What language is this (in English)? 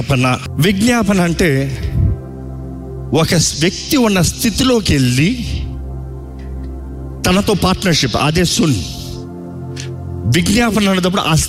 Telugu